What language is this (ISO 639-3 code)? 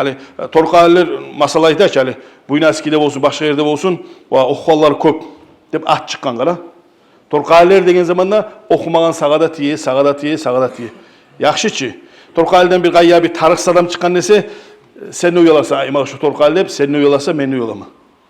kum